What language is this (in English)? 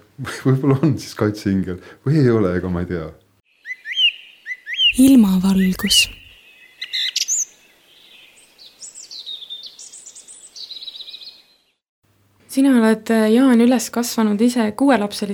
Estonian